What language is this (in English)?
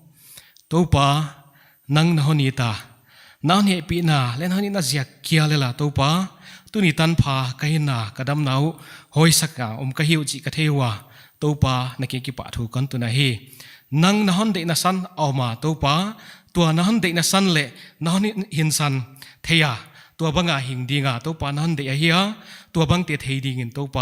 Paite Chin